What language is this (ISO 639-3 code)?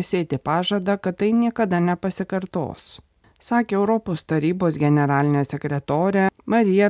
lit